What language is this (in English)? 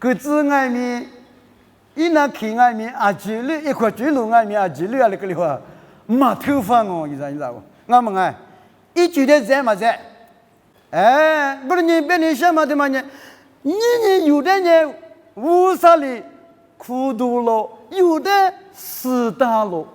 Lisu